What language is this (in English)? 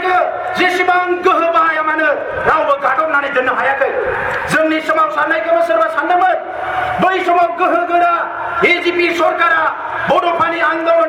Bodo